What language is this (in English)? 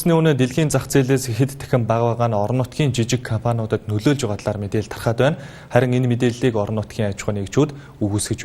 Mongolian